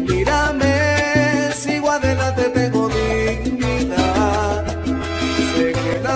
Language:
Spanish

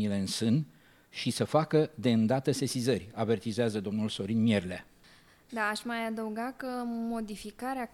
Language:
Romanian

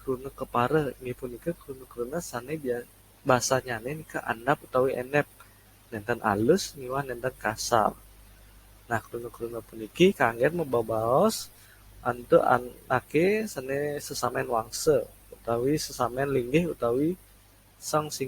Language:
Balinese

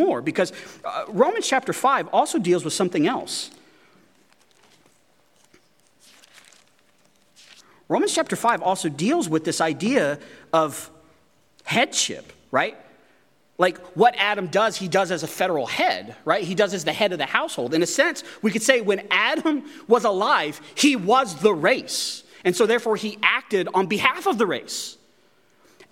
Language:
English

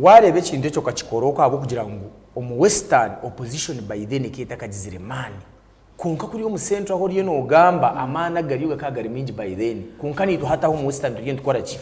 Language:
Nyankole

